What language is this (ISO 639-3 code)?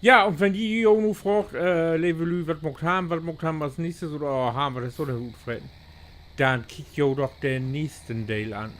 nds